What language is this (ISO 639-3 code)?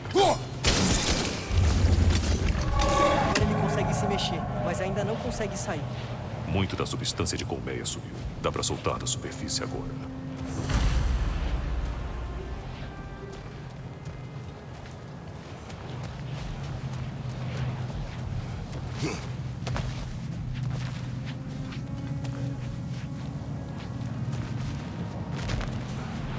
por